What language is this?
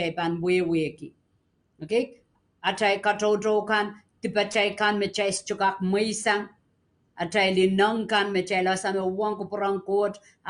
Pohnpeian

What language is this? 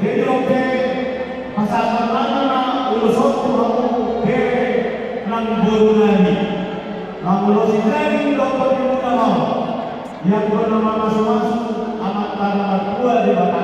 Batak Toba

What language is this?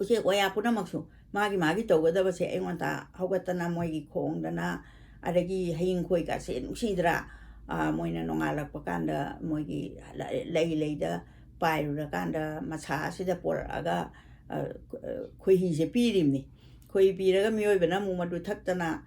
Manipuri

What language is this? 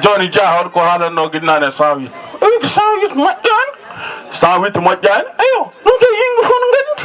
Fula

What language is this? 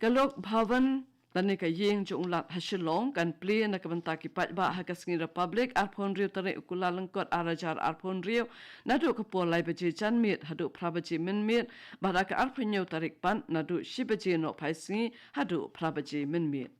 Khasi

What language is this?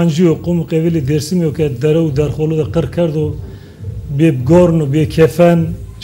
Zaza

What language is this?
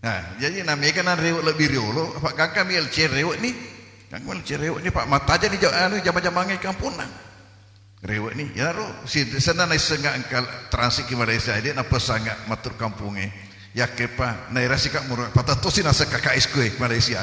Buginese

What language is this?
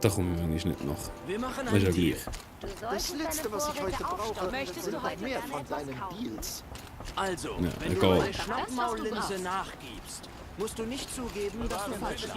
Swiss German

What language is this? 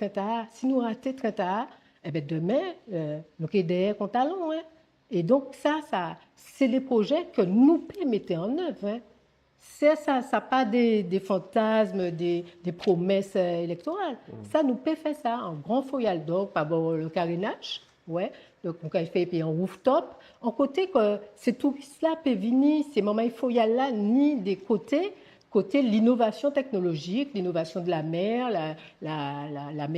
Guadeloupean Creole French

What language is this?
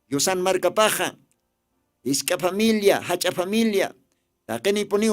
Aymara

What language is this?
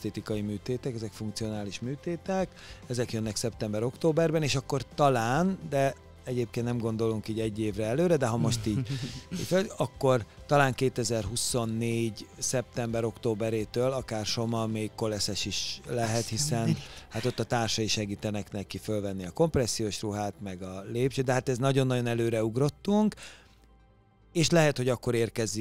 Hungarian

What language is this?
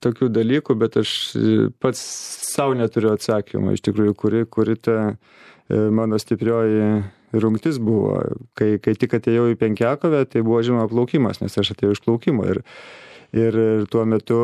Lithuanian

